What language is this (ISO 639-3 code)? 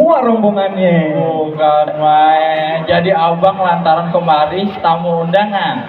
bew